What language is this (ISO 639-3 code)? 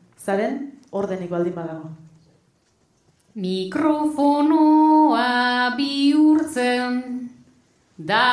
eus